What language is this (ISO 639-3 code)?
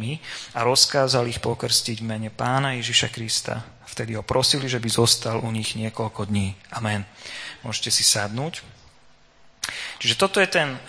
slk